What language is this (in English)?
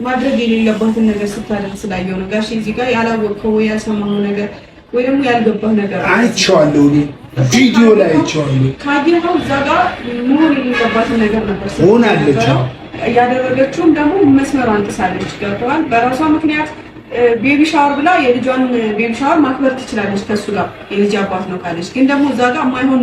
Amharic